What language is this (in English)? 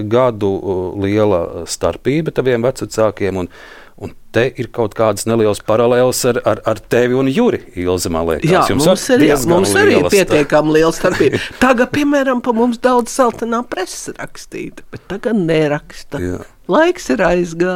Latvian